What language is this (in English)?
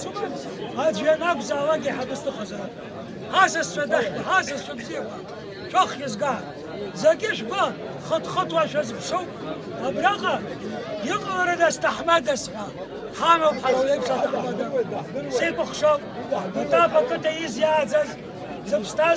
Abkhazian